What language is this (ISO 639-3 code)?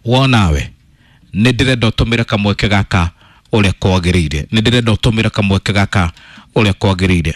kik